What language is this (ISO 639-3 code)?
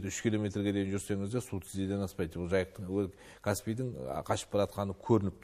kaz